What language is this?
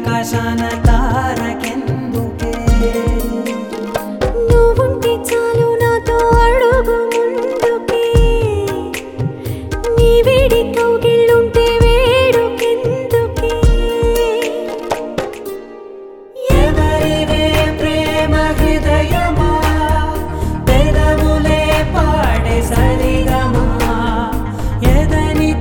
Telugu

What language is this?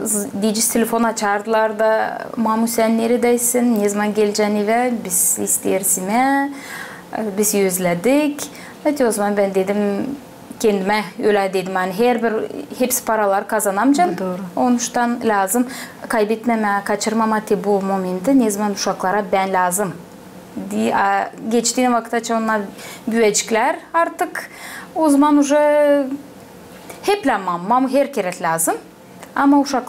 Gagauz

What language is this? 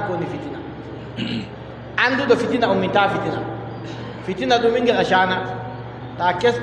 Adamawa Fulfulde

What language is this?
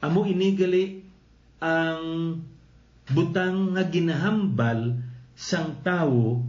Hiligaynon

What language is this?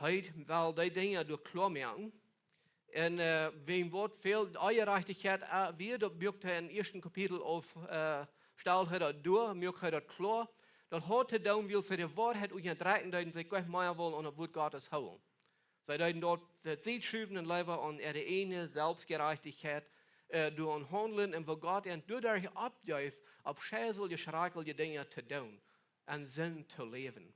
Plautdietsch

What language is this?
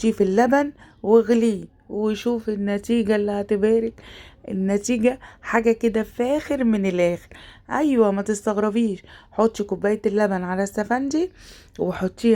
Egyptian Arabic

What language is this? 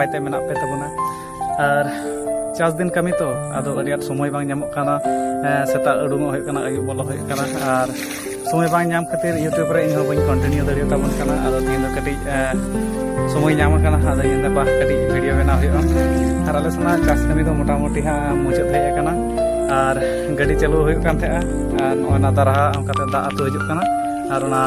Santali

